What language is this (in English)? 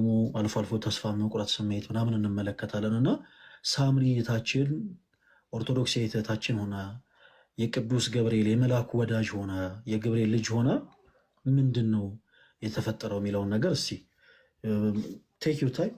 Amharic